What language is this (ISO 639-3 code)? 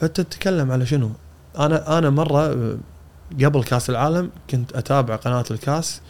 afb